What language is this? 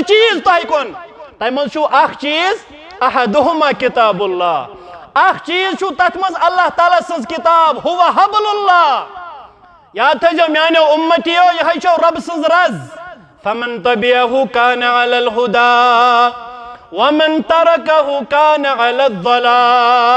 Kashmiri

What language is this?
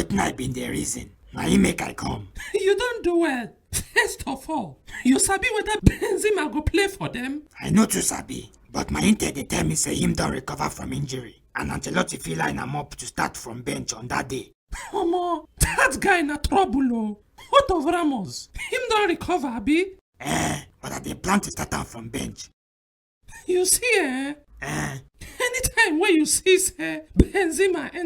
Nigerian Pidgin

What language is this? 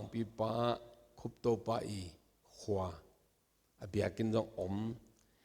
Tedim Chin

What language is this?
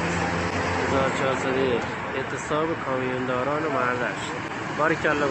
Persian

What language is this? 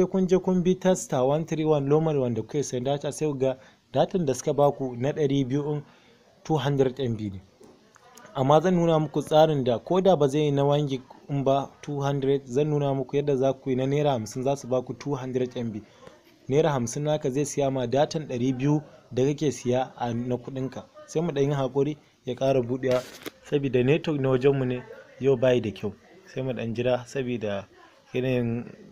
Hausa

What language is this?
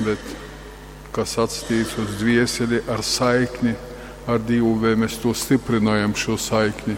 Latgalian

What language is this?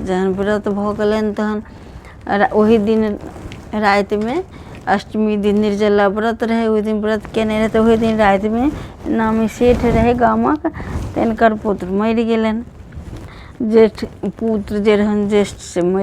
Maithili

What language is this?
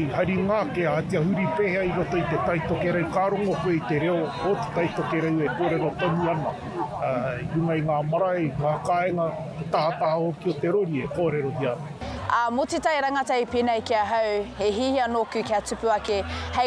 Māori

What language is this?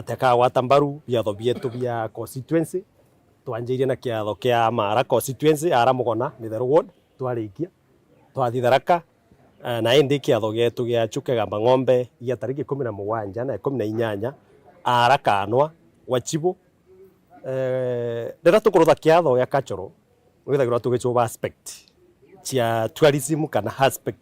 Meru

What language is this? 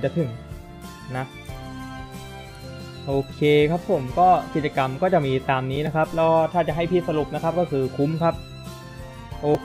Thai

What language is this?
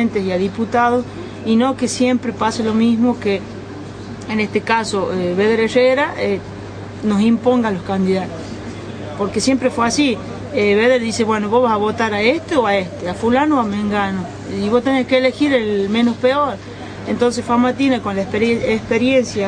Spanish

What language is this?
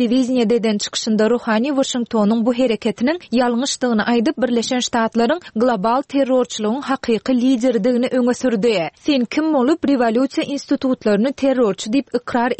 Turkmen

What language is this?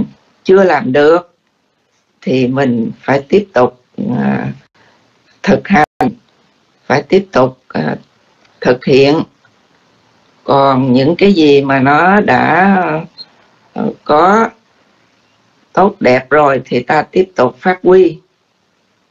Vietnamese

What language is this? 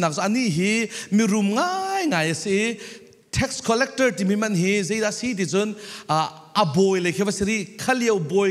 Falam Chin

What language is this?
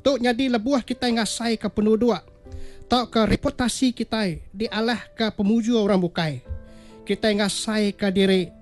Iban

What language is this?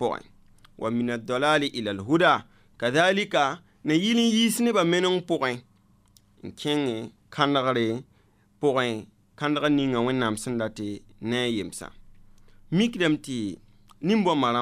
Mossi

